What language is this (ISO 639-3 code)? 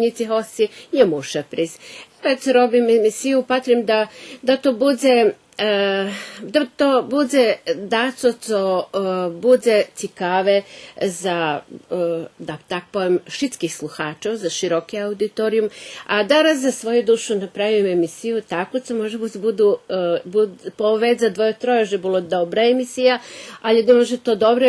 rue